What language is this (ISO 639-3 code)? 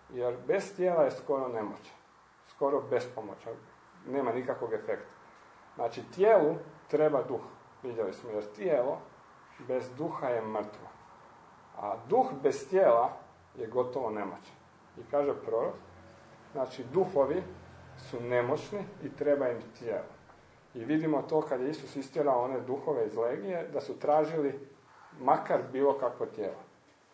hrv